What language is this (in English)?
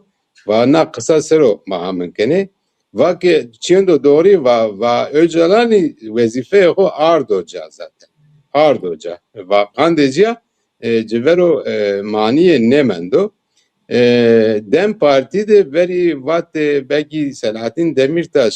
Zaza